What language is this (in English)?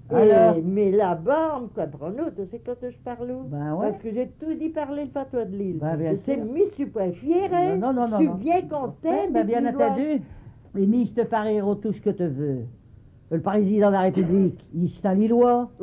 Picard